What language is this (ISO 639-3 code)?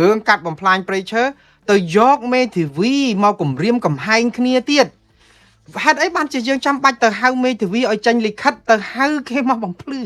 khm